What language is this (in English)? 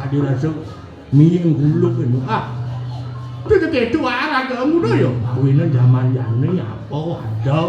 Balinese